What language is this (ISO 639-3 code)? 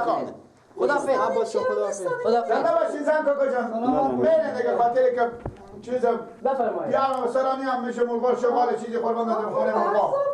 fas